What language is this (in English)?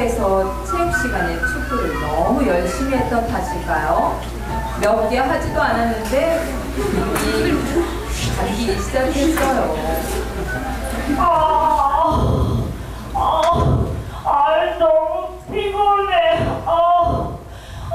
Korean